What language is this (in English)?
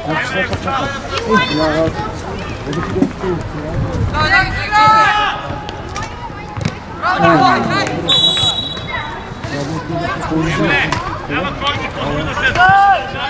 Bulgarian